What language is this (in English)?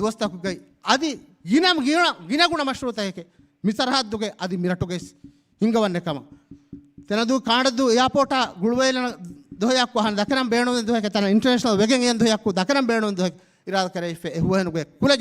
Divehi